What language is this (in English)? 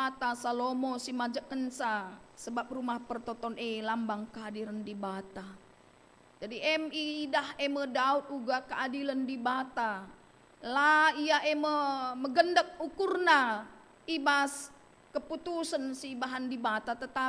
Batak Karo